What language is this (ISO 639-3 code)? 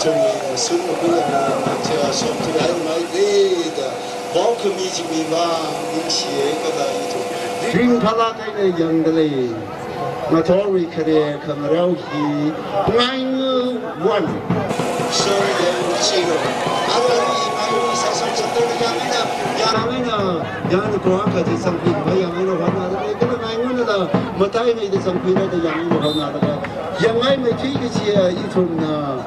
nmf